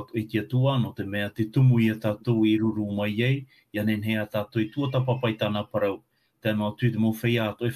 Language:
Tahitian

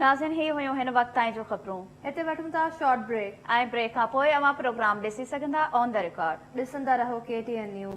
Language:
Sindhi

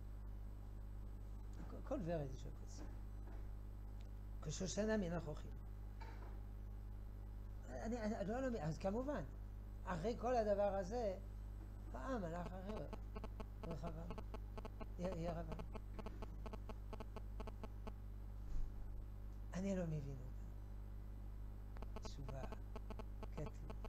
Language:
Hebrew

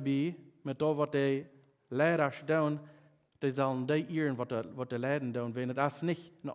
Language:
Plautdietsch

